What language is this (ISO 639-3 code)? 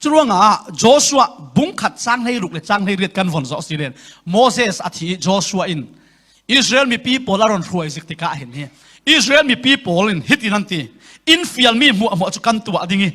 cfm